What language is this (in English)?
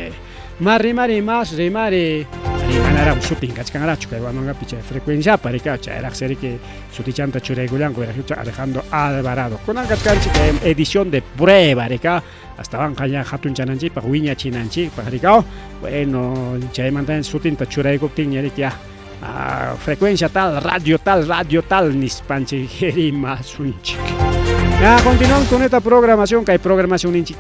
Ayacucho Quechua